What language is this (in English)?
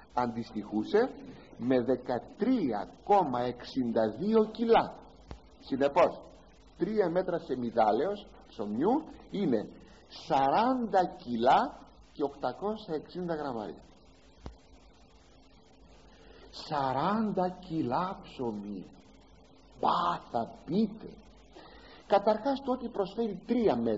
Greek